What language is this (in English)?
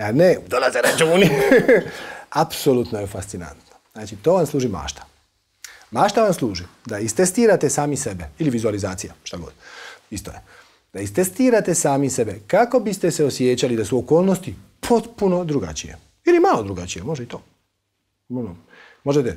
Croatian